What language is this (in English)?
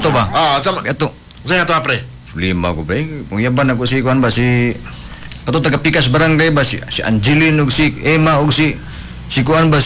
Cebuano